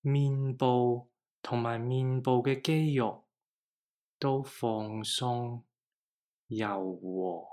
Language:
Cantonese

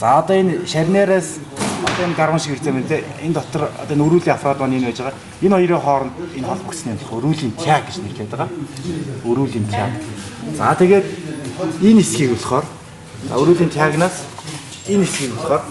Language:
Mongolian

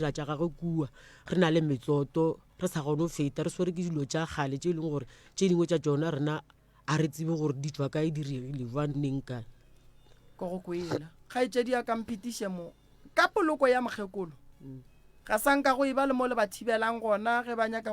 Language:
Northern Sotho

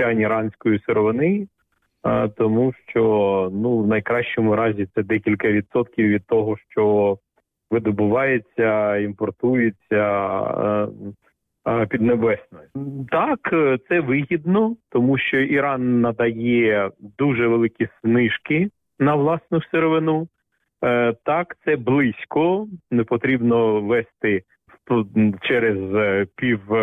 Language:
Ukrainian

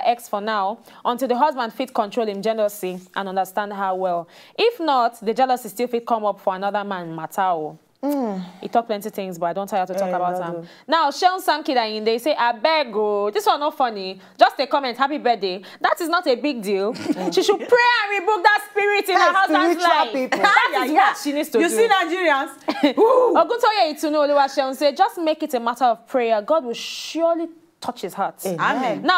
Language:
Nigerian Pidgin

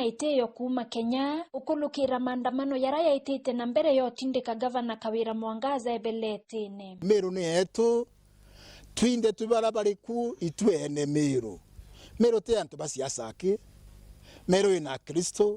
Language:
Meru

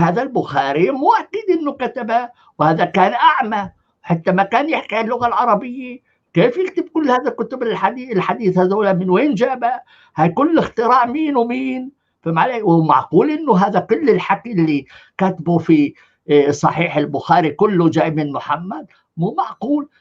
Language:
North Levantine Arabic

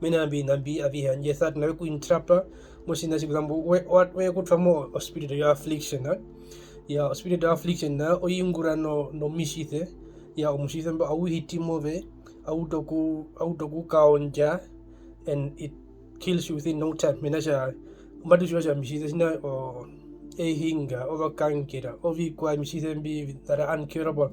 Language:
Herero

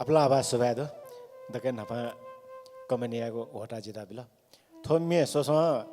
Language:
Newari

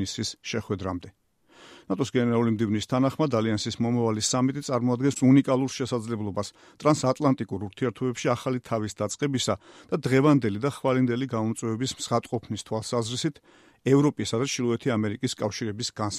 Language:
Georgian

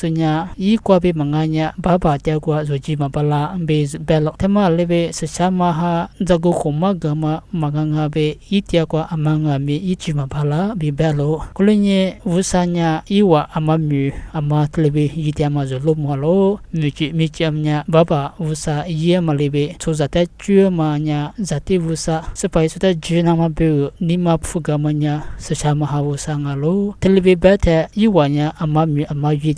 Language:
Lisu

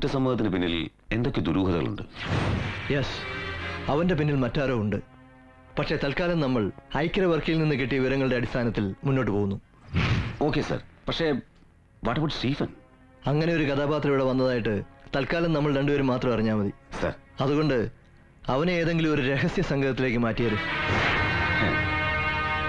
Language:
Malayalam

